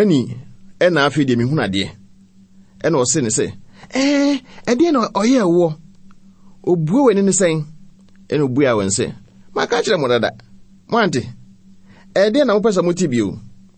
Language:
Akan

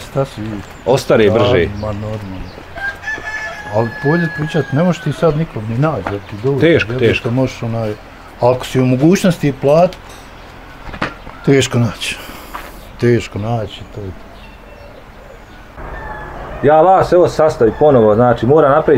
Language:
Bosnian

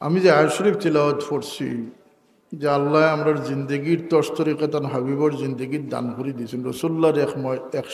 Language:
Sylheti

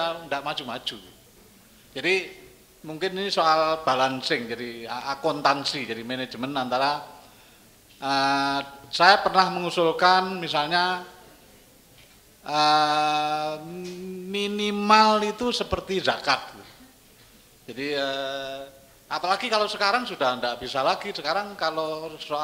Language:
Indonesian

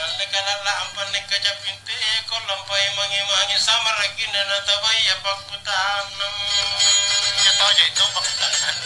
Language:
Makasar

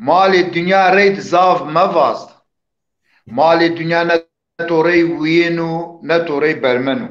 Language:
Zaza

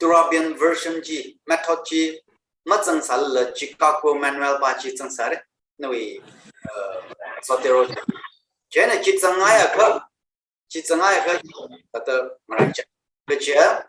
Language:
Tangkhul Naga (India)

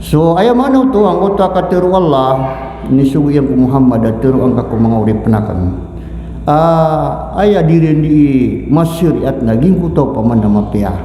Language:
Maranao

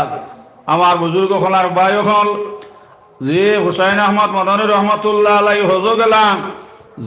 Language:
Sylheti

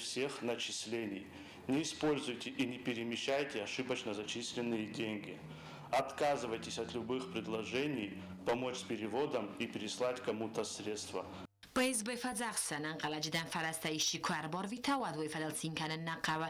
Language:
Ossetic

